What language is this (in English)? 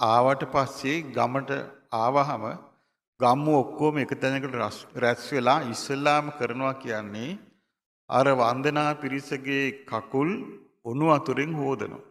Sinhala